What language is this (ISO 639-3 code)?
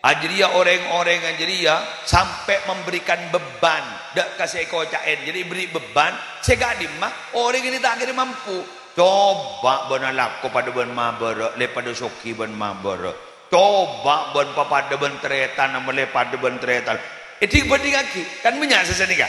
mad